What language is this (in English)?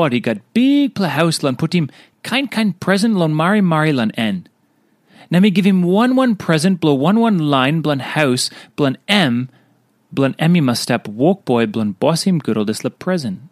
Tok Pisin